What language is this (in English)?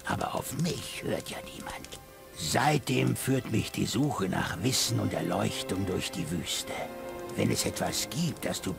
Bavarian